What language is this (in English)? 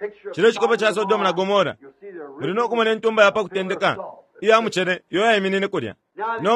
Bemba